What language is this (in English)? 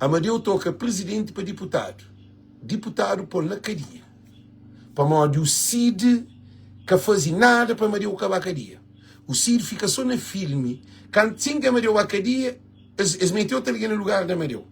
Kabuverdianu